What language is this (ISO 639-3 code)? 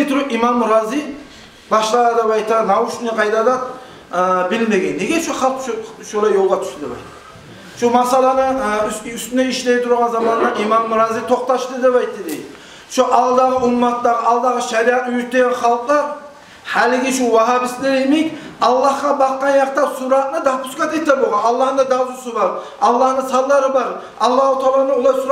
kum